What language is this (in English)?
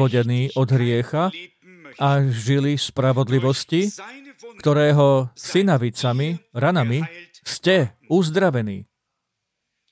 Slovak